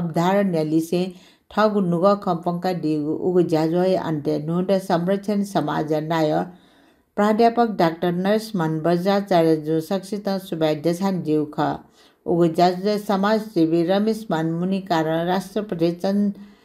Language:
Newari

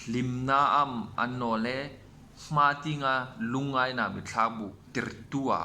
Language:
Hmar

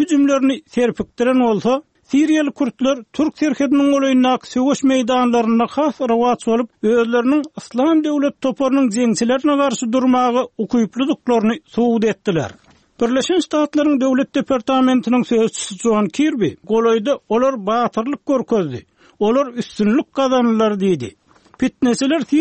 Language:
Turkmen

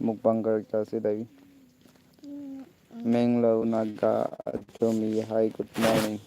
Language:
Naga Pidgin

